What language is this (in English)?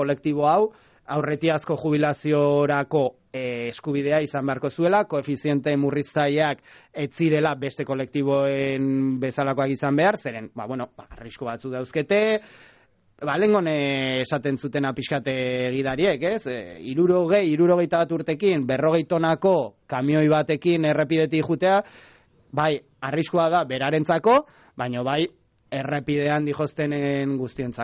Basque